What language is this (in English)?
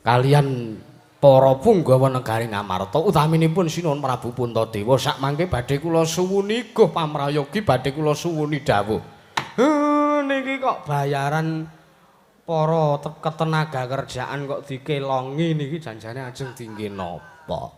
Javanese